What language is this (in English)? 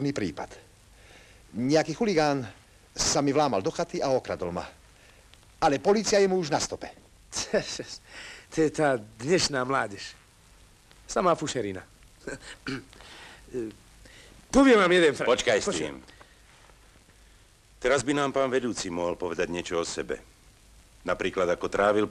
Slovak